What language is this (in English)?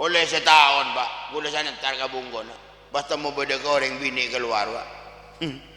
Madurese